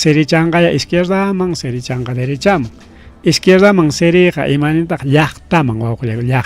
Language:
Ayacucho Quechua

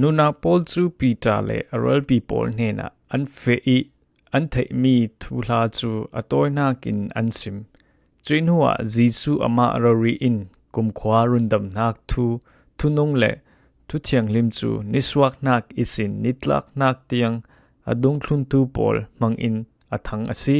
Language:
Falam Chin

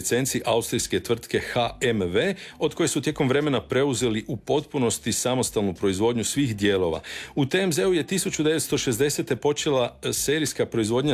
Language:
Croatian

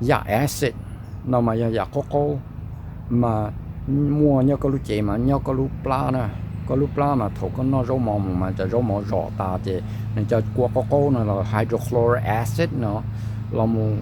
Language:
Hmong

